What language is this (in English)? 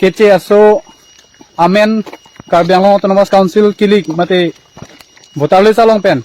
Karbi